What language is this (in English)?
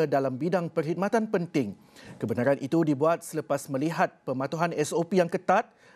Malay